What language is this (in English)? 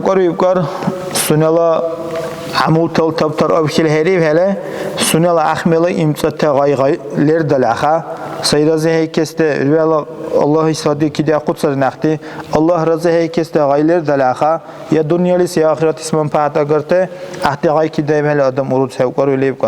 Dargwa